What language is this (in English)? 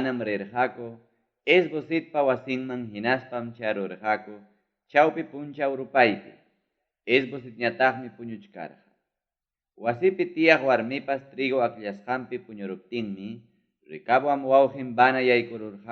Ayacucho Quechua